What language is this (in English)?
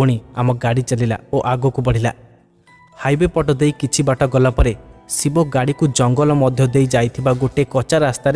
Odia